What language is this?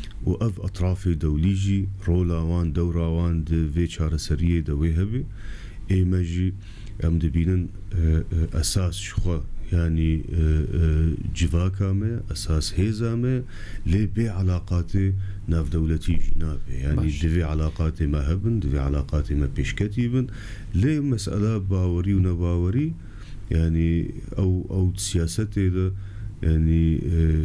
Kurdish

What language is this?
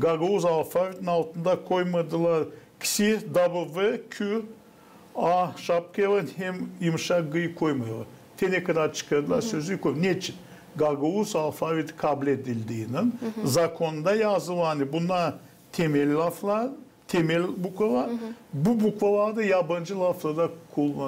Gagauz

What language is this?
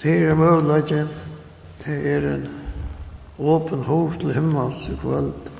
Faroese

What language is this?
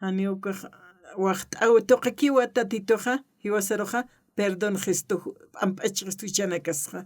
Aymara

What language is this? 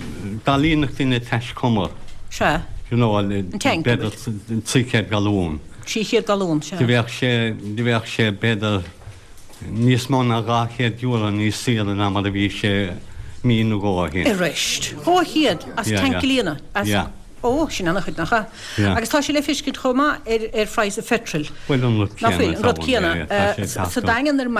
Irish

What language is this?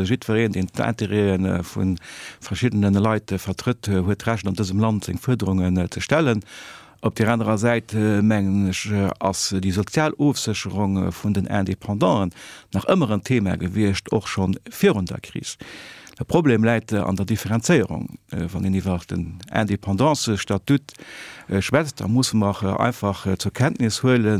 Luxembourgish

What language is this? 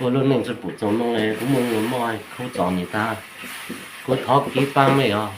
Hmong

